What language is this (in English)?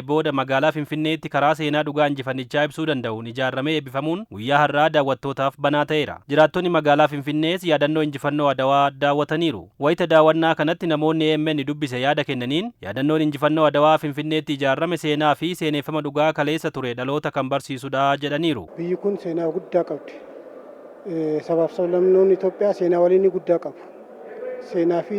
Oromo